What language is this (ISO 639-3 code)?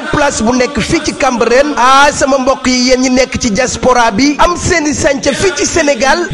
wol